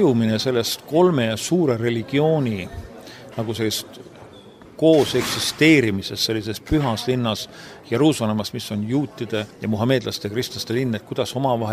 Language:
Estonian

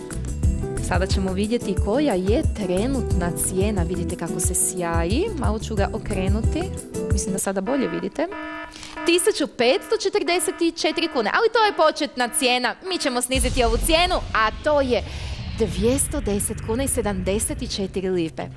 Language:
Croatian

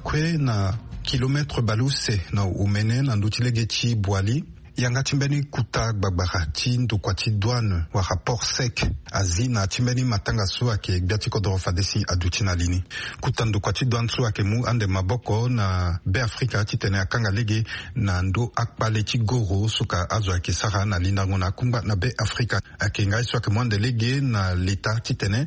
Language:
Sango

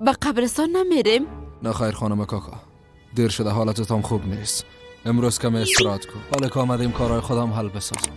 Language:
Persian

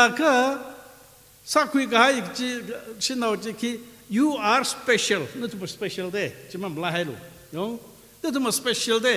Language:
Tangkhul Naga (India)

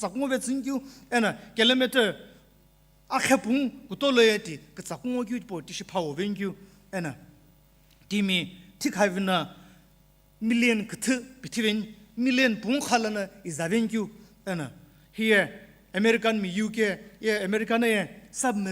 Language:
Sumi Naga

